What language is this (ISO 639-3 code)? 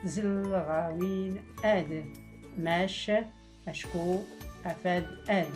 shi